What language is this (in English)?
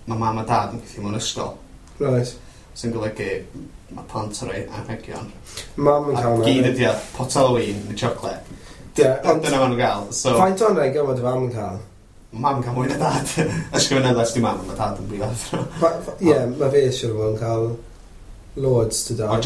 Welsh